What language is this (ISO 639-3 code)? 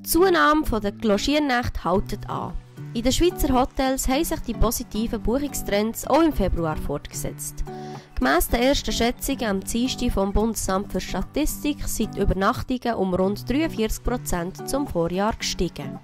gsw